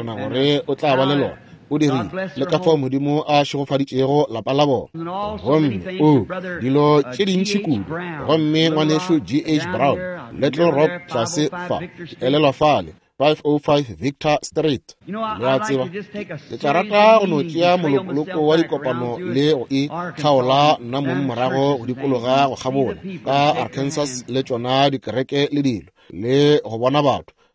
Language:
Northern Sotho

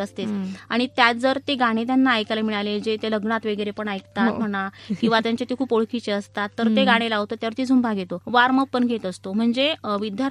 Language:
Marathi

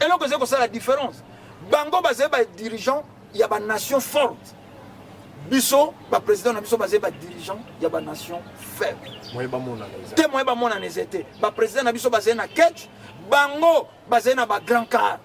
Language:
Lingala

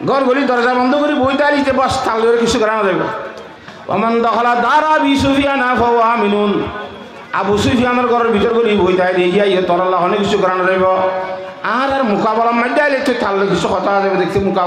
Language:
Rohingya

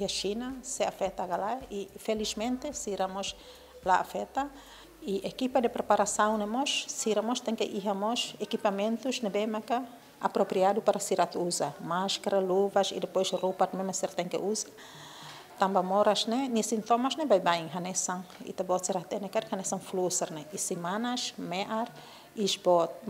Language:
Tetum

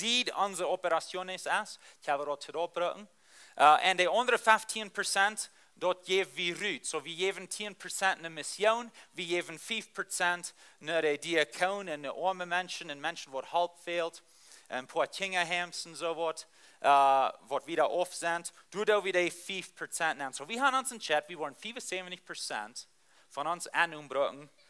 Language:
Plautdietsch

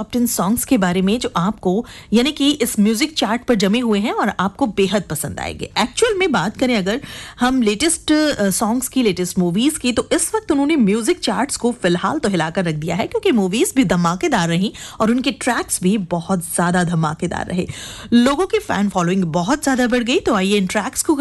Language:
Hindi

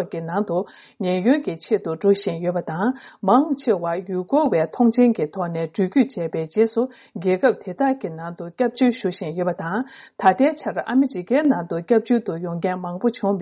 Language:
Tibetan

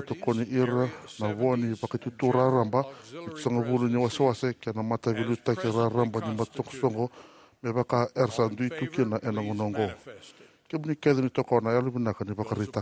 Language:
Fijian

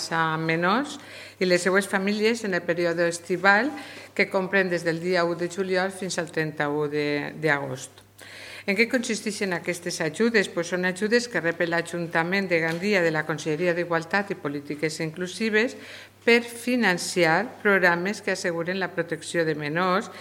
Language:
Catalan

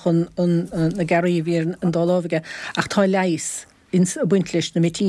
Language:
Irish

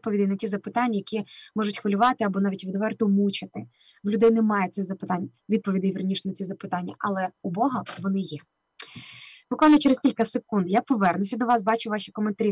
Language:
Ukrainian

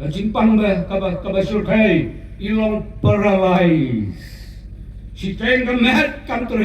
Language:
Khasi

